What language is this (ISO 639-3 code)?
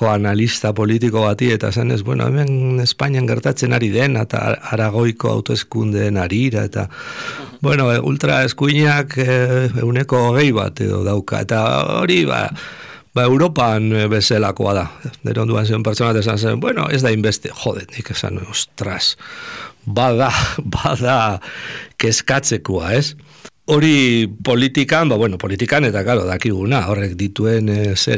eus